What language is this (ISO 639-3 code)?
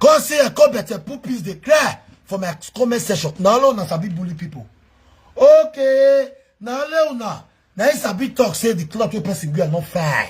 pcm